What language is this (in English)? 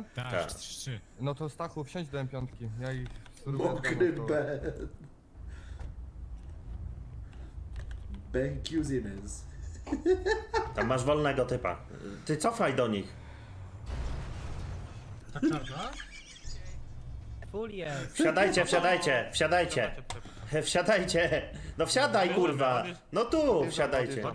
Polish